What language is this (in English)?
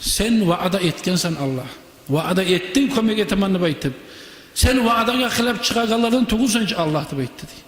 Kumyk